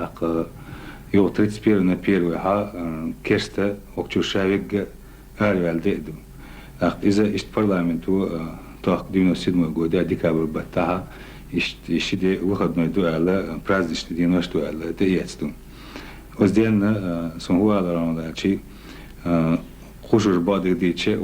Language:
Chechen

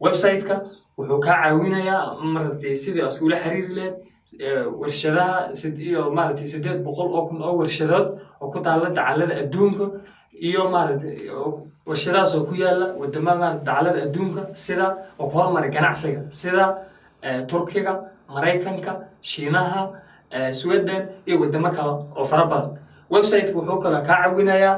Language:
Somali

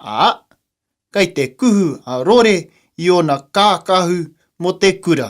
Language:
Māori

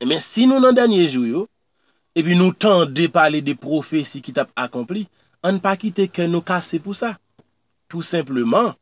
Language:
Haitian Creole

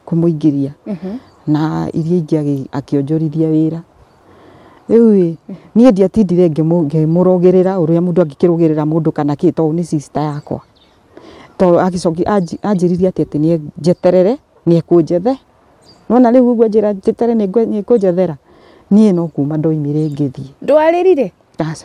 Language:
Kikuyu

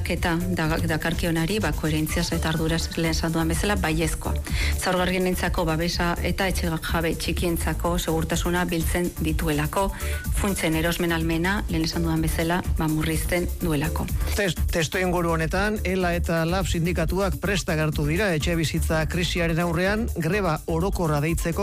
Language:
Basque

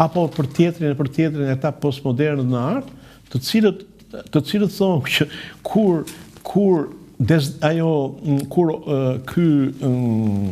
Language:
Albanian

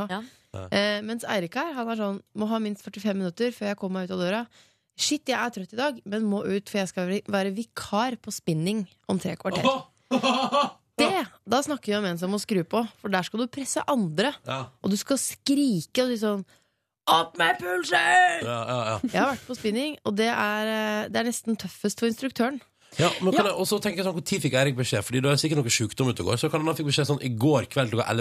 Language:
Norwegian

